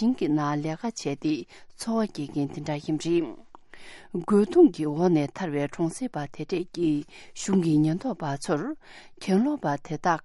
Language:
Tibetan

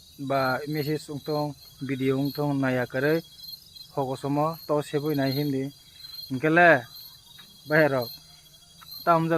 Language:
Kok Borok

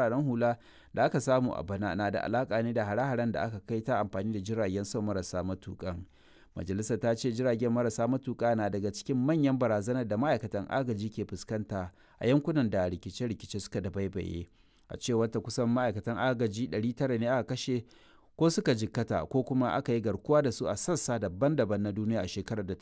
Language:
Hausa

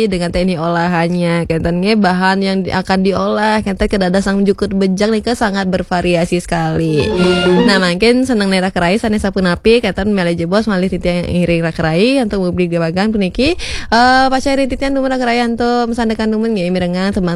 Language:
Balinese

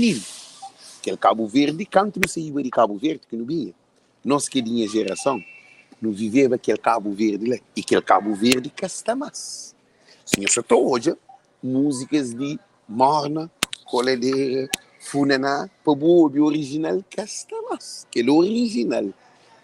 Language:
Kabuverdianu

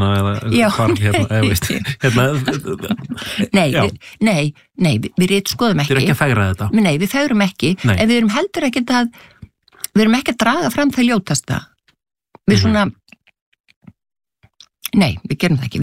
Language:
Icelandic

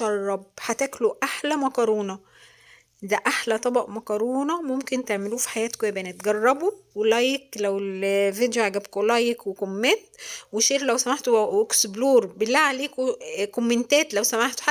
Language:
Egyptian Arabic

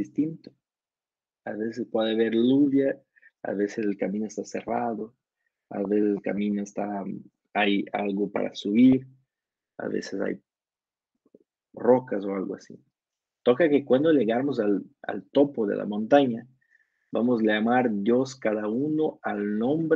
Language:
Spanish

